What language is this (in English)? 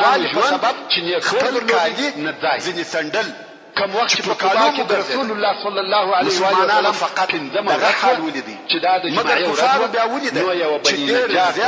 Pashto